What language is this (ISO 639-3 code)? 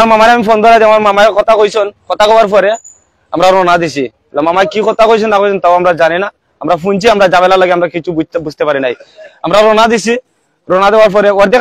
syl